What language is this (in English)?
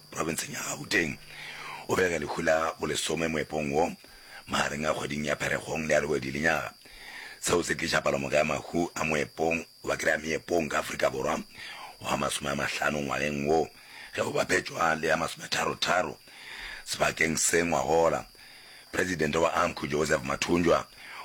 Northern Sotho